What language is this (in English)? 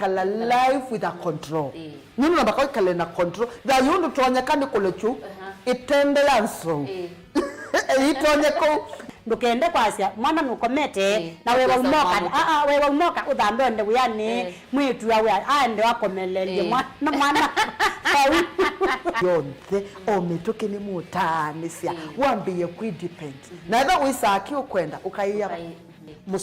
Kamba